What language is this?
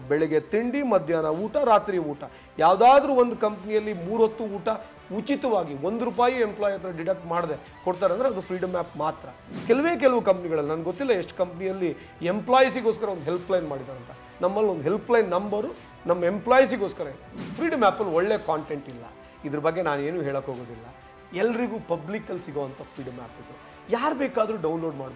Kannada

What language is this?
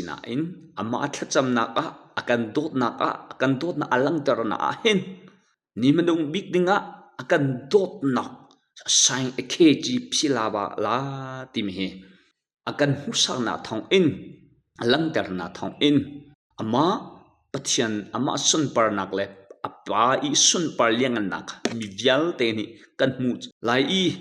Hakha Chin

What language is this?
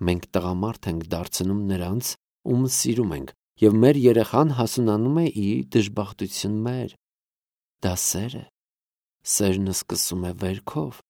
Armenian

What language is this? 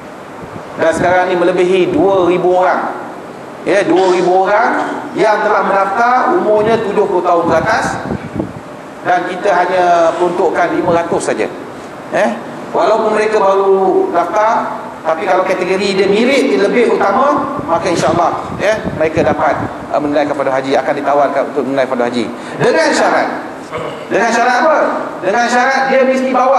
Malay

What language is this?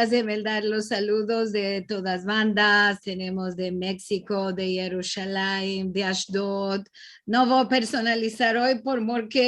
Ladino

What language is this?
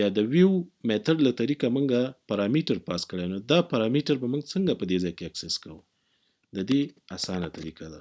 Pashto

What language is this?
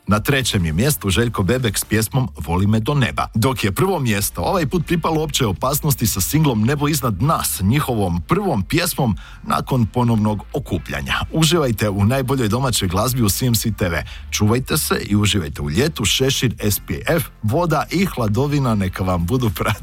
Croatian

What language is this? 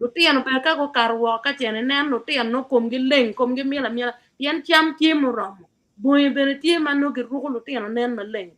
Acoli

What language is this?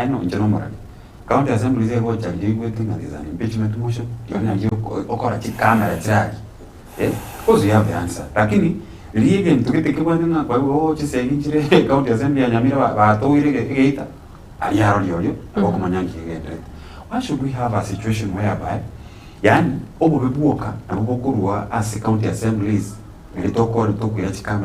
Gusii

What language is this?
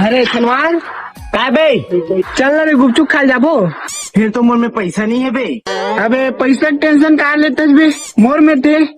Chhattisgarhi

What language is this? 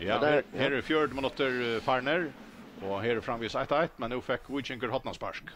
Faroese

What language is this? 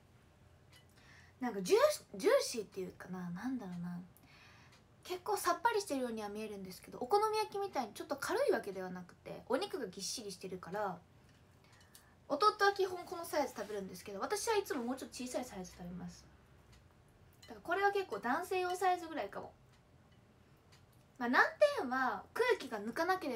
Japanese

